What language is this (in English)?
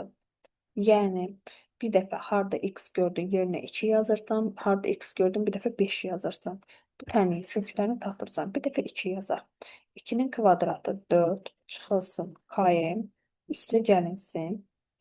Azerbaijani